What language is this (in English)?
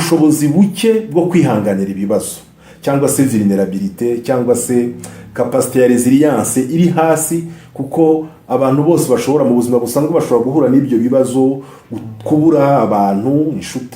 Kinyarwanda